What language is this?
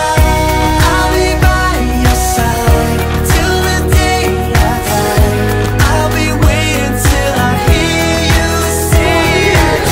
English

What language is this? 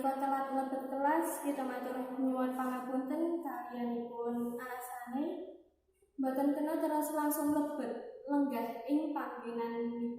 Javanese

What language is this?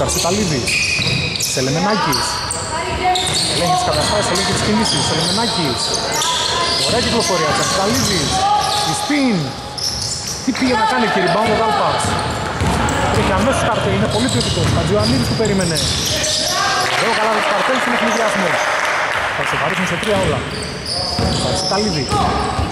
Greek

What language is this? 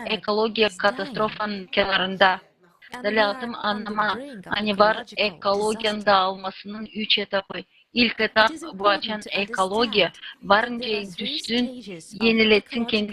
Gagauz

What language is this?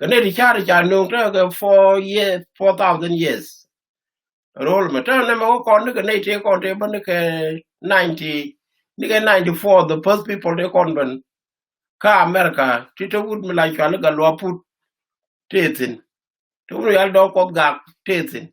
Nuer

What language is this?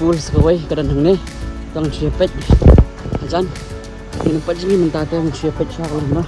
Khasi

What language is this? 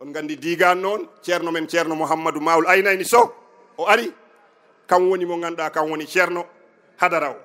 Fula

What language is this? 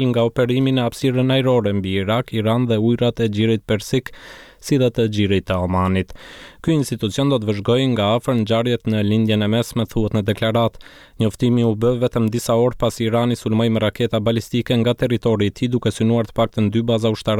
Albanian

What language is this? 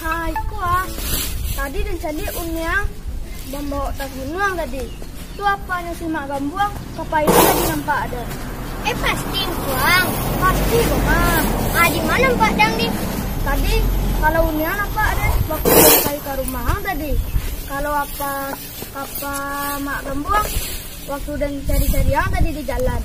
Minangkabau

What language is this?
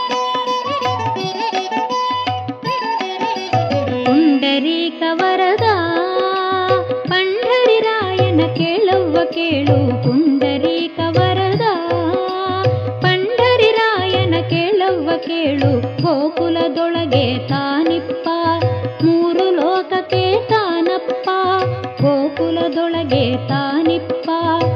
Kannada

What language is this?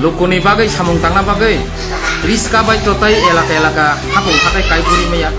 Kok Borok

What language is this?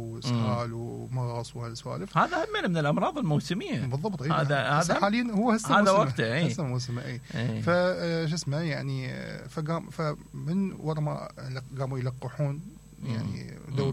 Mesopotamian Arabic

